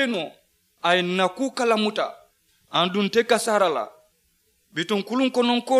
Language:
Mandingo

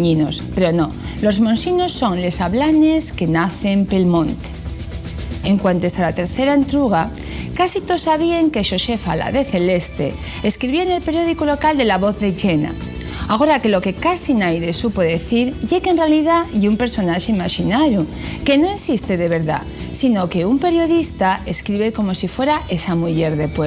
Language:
Asturian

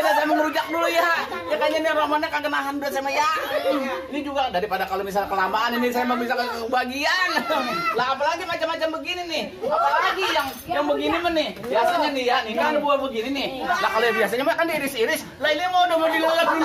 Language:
Betawi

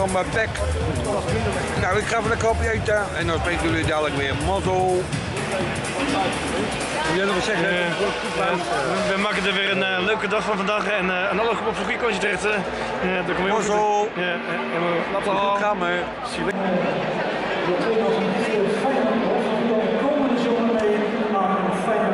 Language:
Dutch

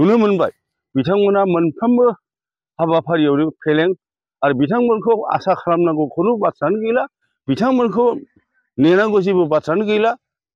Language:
Bodo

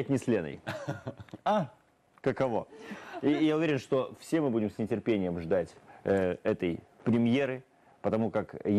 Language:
Russian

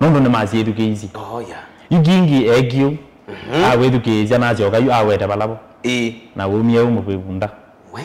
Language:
Kamba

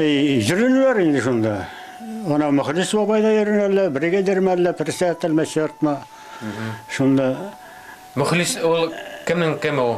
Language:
Bashkir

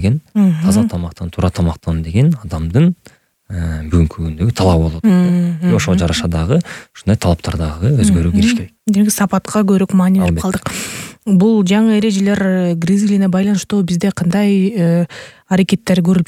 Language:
Kyrgyz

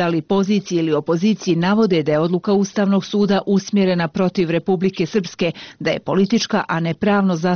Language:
Bosnian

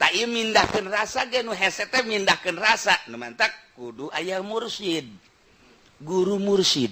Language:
Sundanese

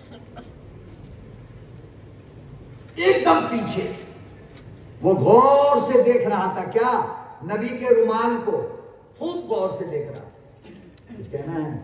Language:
Urdu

